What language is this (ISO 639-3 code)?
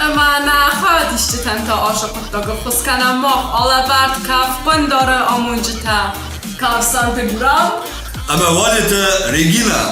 oss